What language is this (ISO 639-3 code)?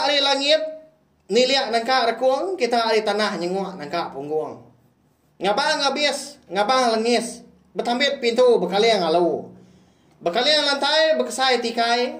iba